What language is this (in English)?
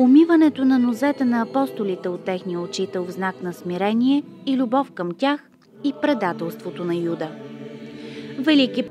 Bulgarian